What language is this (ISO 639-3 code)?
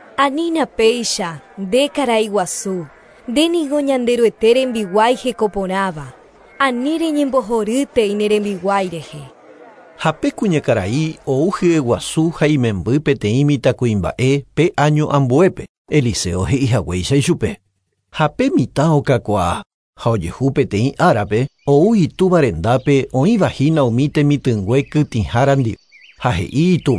grn